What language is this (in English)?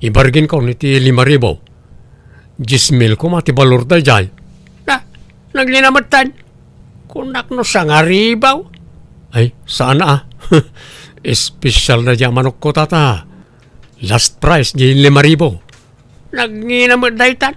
Iloko